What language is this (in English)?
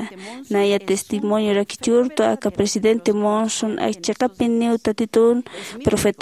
Aymara